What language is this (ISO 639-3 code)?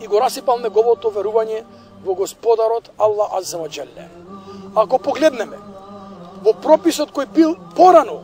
mkd